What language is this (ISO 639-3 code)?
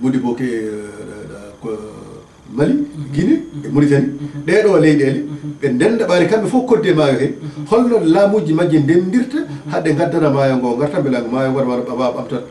ful